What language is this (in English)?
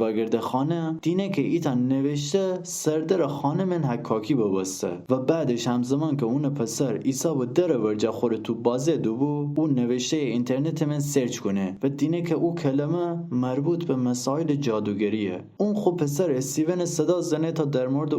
Gilaki